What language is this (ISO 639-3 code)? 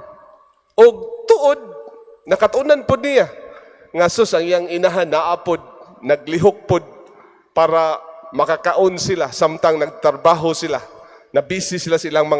ceb